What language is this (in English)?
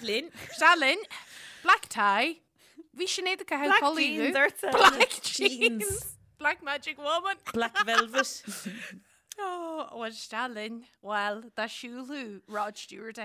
Irish